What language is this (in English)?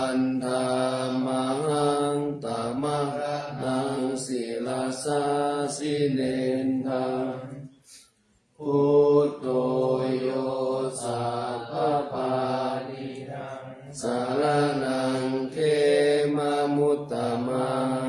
Pali